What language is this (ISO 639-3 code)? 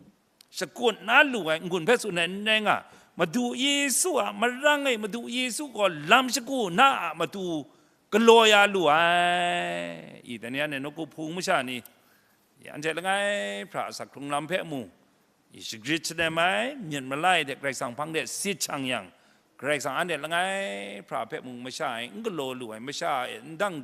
kac